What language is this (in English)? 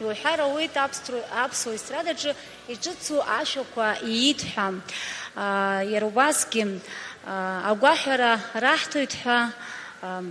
Abkhazian